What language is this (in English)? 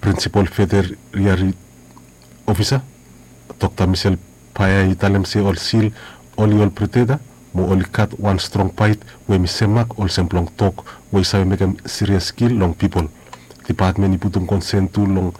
Bislama